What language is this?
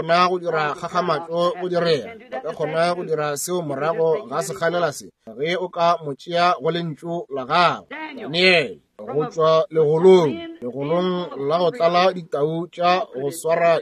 Northern Sotho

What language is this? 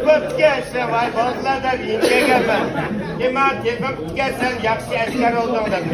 Uyghur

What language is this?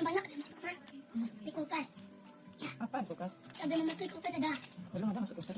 Minangkabau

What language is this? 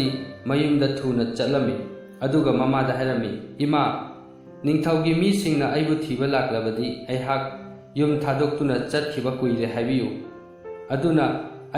Manipuri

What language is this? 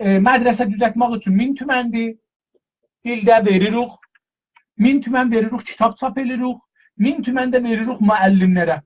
South Azerbaijani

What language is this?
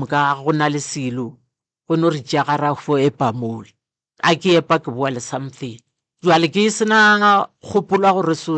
Northern Sotho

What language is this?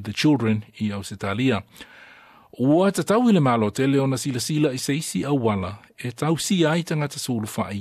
Samoan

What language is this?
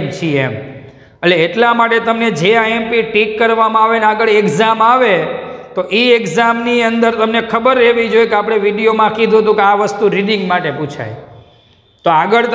Gujarati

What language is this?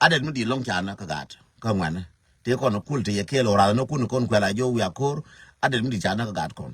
Nuer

